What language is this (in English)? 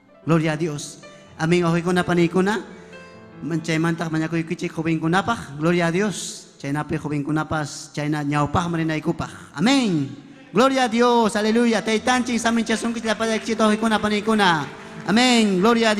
Ayacucho Quechua